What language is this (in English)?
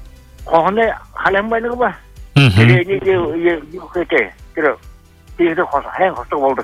Buriat